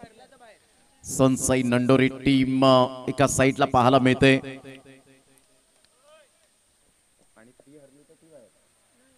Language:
Marathi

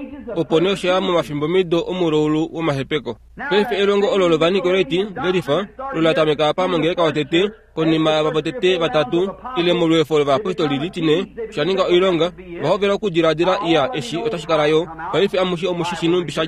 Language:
Kuanyama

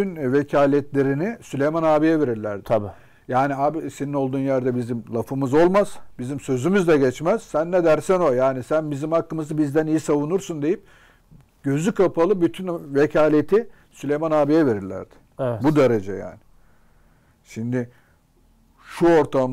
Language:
Turkish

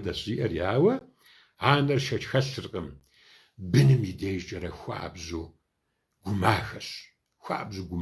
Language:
Kabardian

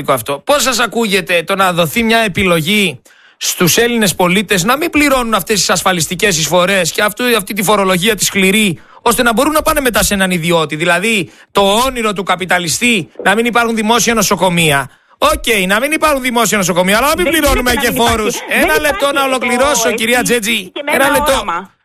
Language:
Greek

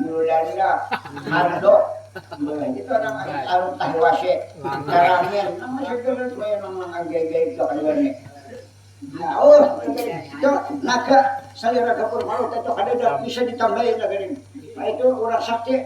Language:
Banjar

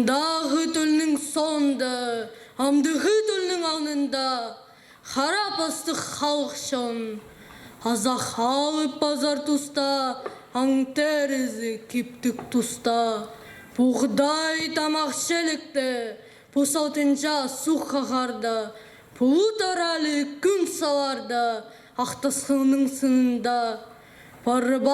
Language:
Khakas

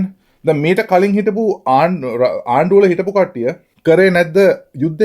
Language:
Sinhala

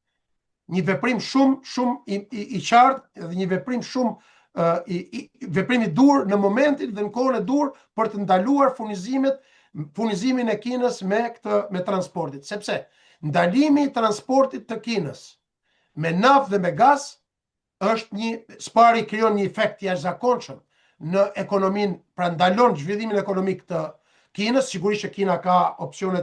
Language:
Albanian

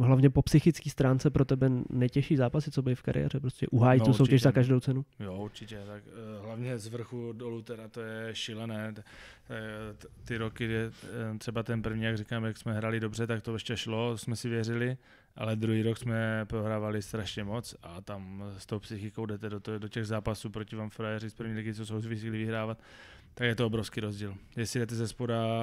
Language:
Czech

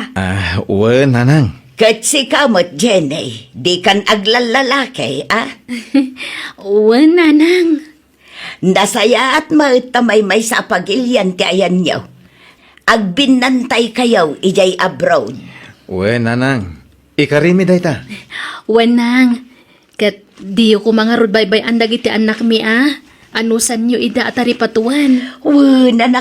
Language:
Iloko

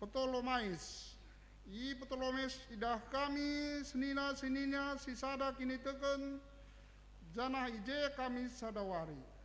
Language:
Batak Karo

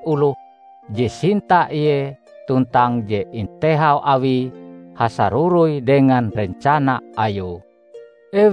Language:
Ngaju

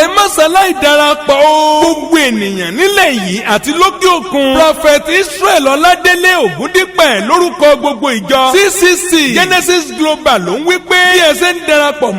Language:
Yoruba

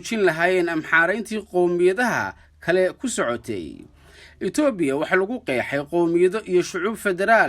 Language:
Somali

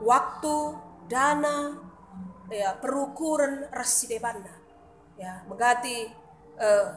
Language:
Batak Karo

